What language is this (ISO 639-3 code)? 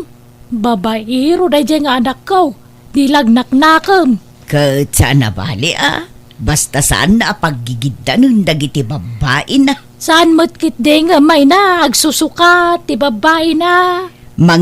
ilo